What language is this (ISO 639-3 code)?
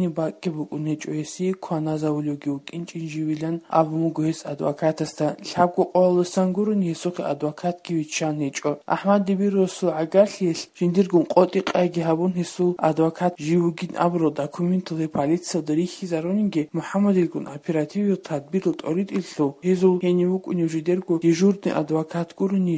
ava